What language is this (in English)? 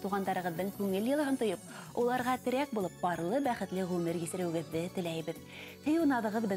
Bashkir